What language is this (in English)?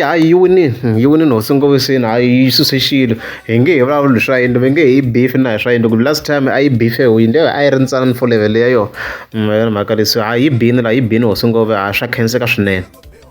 Tsonga